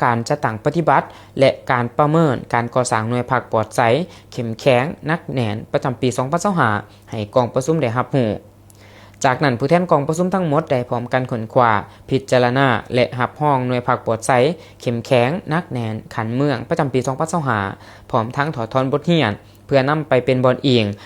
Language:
Lao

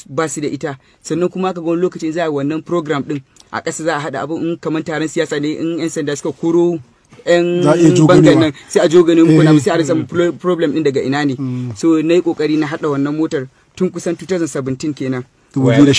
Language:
Hausa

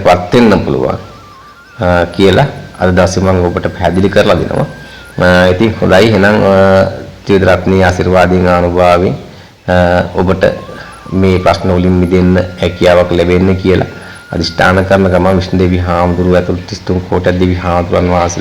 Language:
Sinhala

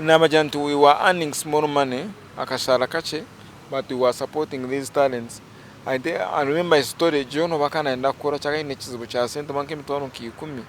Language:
Nyankole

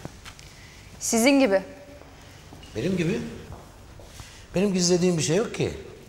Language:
Turkish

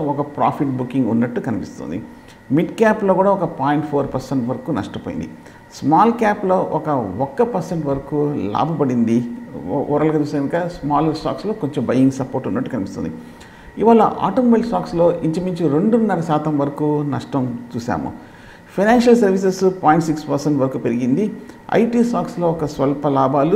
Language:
Telugu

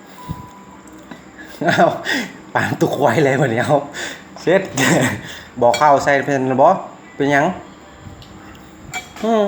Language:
Lao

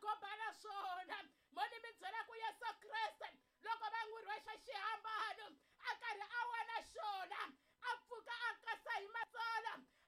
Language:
Tsonga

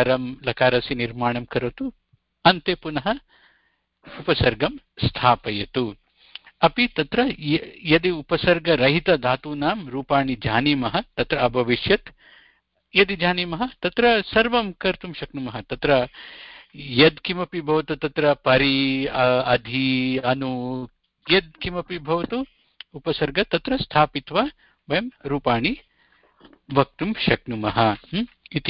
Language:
Sanskrit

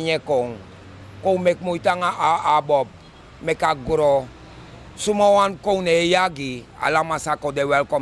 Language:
Sranan Tongo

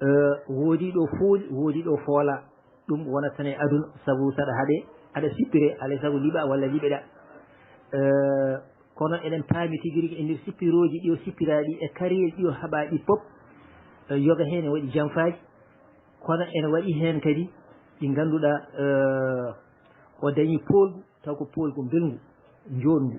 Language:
Fula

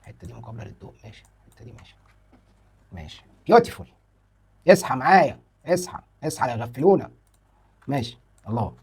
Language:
Egyptian Arabic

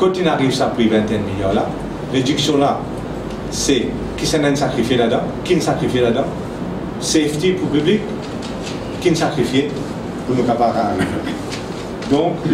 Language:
Morisyen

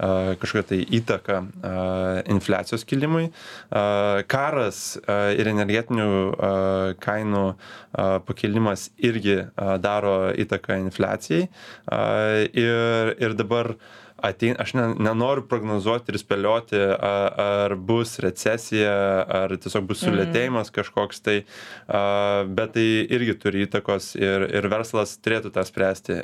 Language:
Lithuanian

